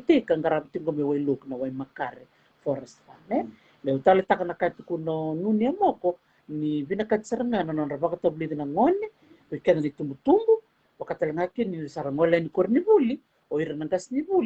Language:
Fijian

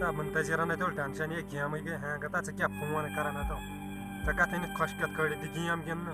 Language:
Kashmiri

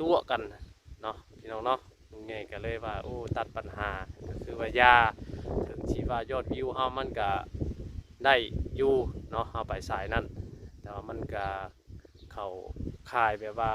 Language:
Northeastern Thai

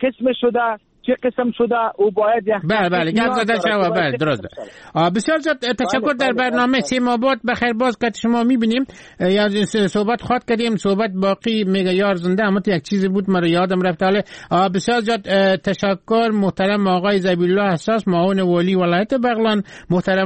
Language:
Persian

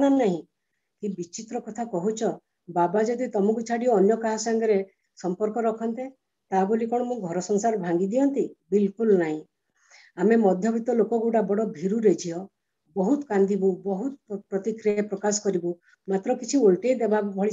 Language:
Odia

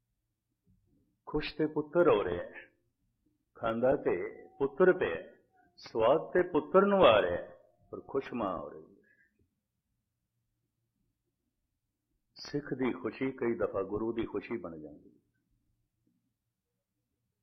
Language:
Punjabi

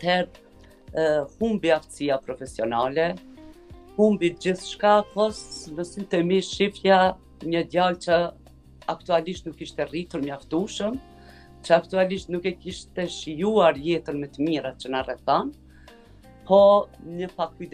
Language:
Albanian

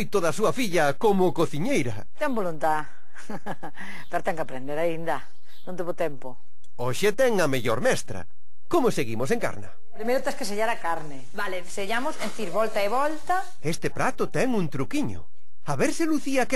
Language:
Galician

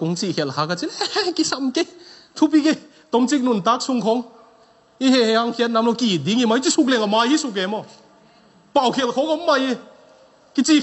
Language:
Tedim Chin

